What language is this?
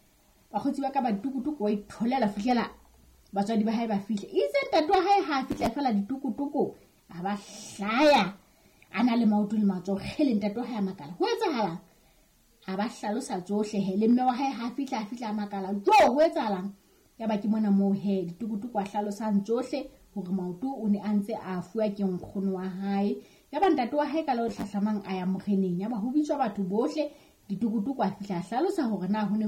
Southern Sotho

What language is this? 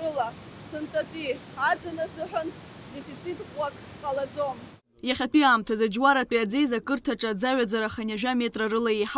Abkhazian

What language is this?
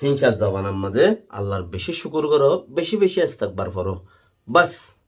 Rohingya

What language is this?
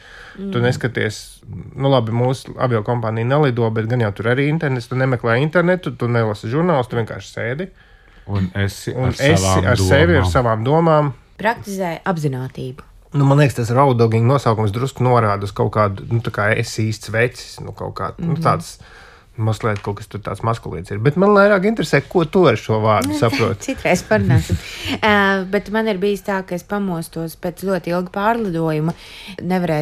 Latvian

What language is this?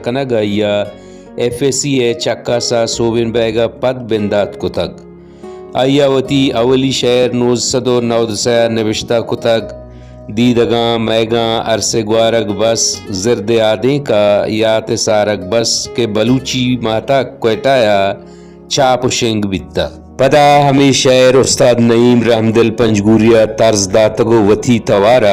Baluchi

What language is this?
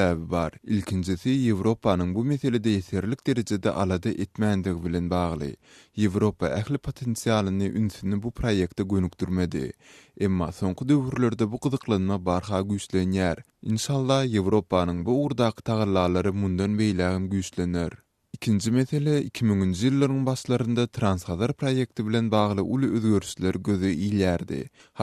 Turkmen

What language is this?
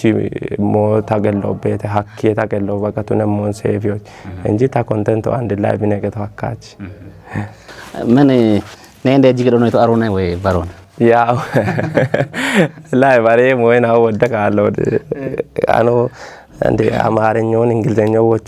Kafa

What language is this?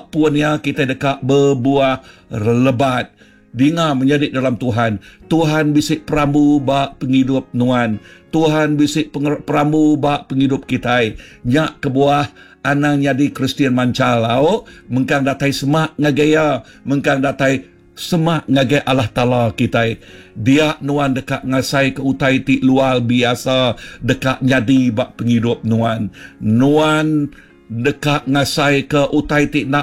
Iban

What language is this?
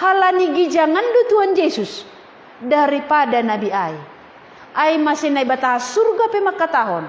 Batak Simalungun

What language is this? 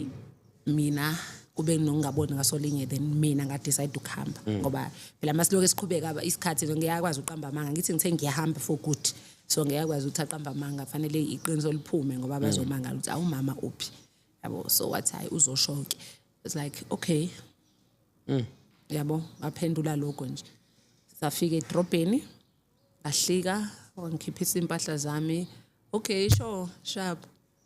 Zulu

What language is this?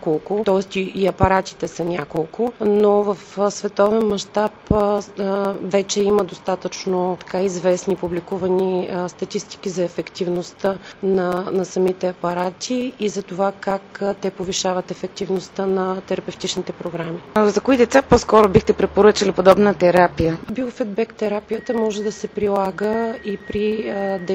Bulgarian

